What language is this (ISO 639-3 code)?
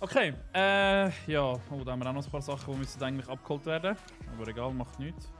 gsw